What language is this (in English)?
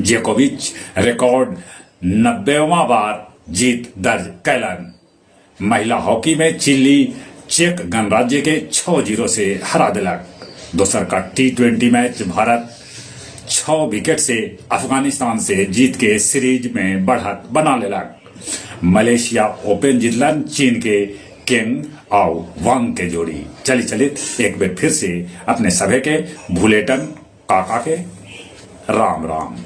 Magahi